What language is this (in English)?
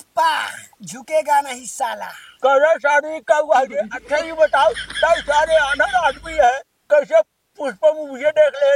Awadhi